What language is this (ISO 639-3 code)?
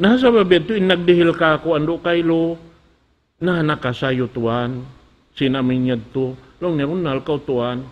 tsg